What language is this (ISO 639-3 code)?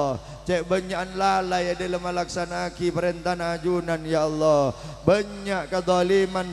mad